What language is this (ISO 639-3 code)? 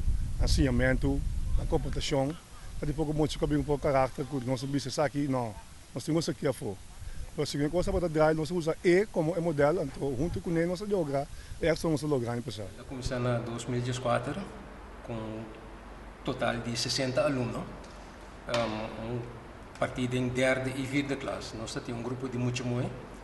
pap